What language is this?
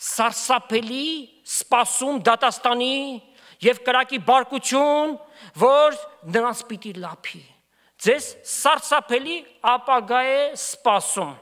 Armenian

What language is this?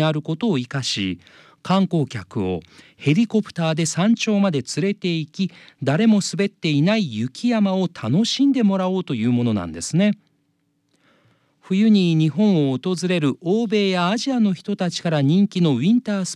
Japanese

